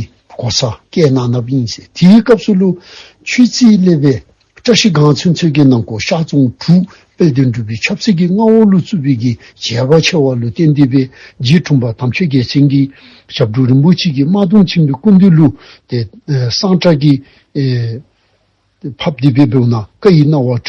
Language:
Dzongkha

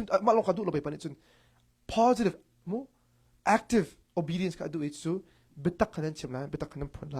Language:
Hakha Chin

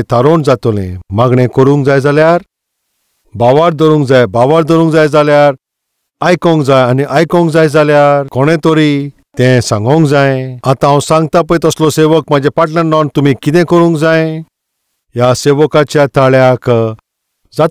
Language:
Konkani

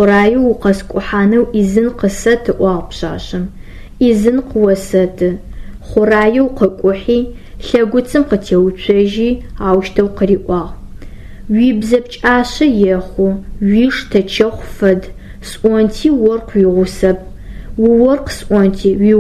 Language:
Adyghe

